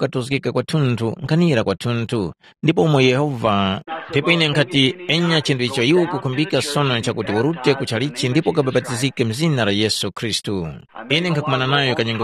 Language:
Tumbuka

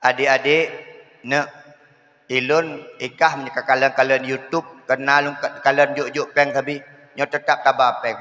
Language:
Achinese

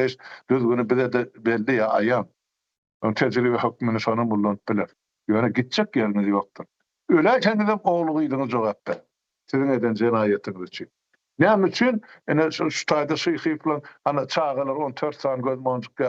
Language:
Turkmen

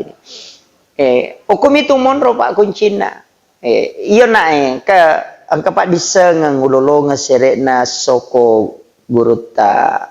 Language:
Buginese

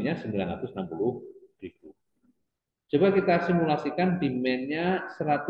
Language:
Indonesian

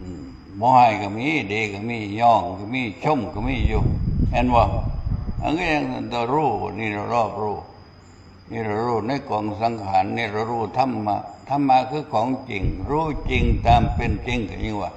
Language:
Northeastern Thai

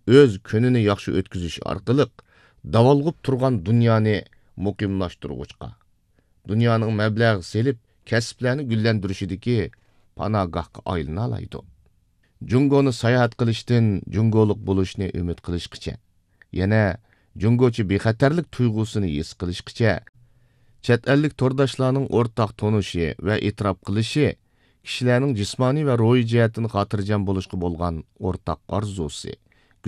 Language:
Uyghur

